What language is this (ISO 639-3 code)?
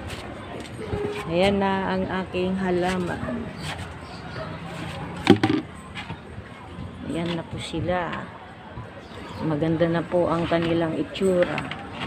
fil